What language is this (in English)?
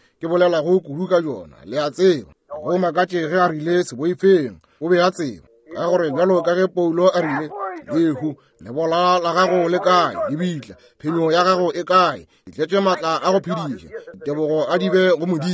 Northern Sotho